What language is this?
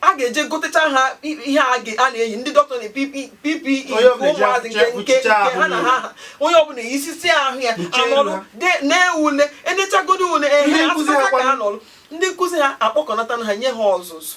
Igbo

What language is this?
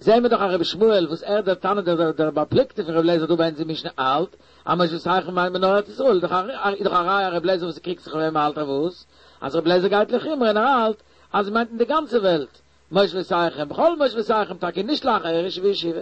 Yiddish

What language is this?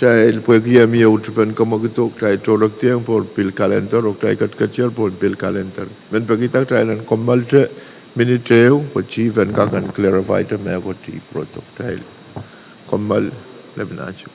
Pohnpeian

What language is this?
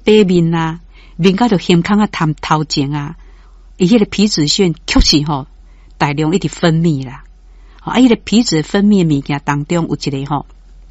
Min Nan Chinese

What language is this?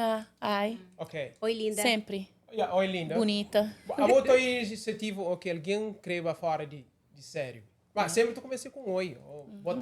Kabuverdianu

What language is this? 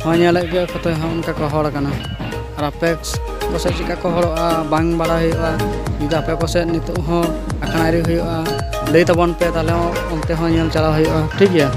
Santali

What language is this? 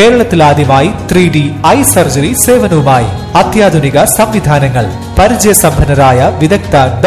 Malayalam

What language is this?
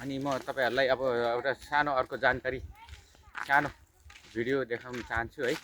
Nepali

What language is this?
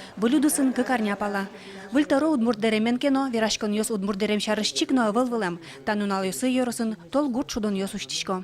Udmurt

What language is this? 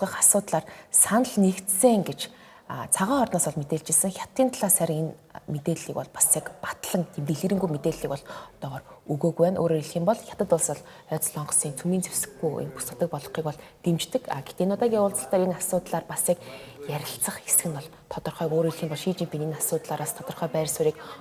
Mongolian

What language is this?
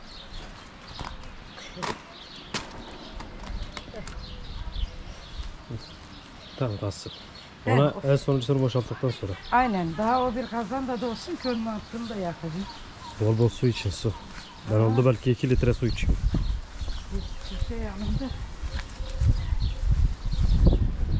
Turkish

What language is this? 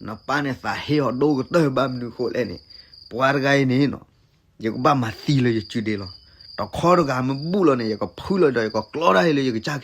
S'gaw Karen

